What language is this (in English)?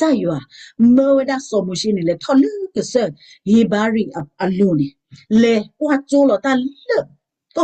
S'gaw Karen